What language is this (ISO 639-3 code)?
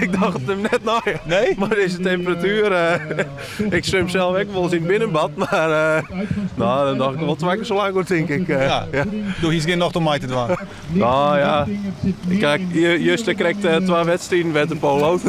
fry